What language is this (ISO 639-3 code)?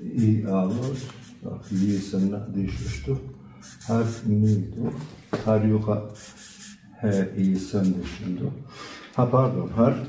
che